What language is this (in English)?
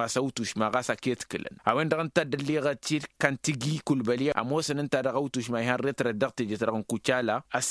Tamasheq